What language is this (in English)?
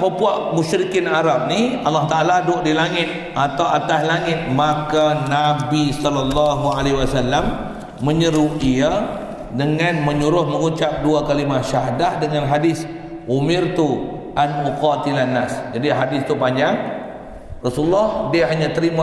Malay